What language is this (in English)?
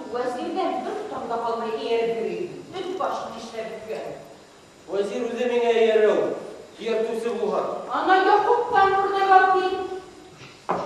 Bashkir